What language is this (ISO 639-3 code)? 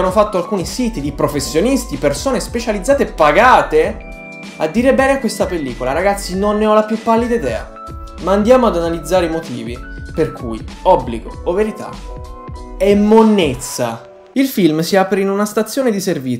ita